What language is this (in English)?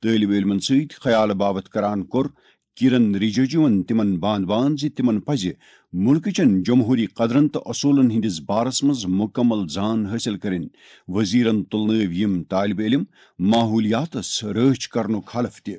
Kashmiri